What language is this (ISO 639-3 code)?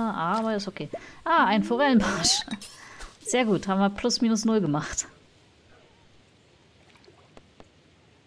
deu